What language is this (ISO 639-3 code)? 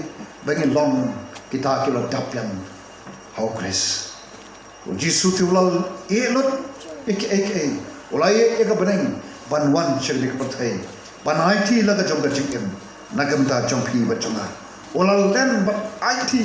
kha